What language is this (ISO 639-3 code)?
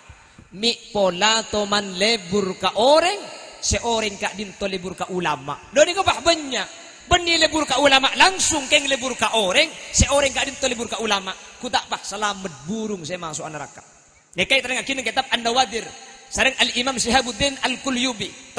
mad